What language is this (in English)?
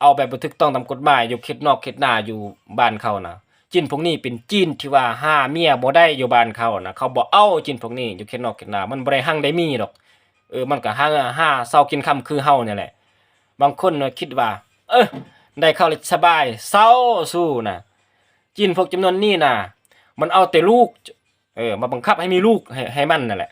Lao